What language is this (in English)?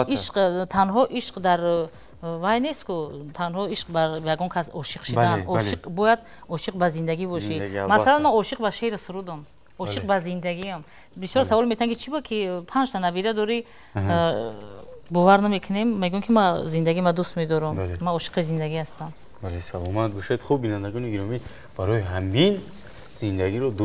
Tajik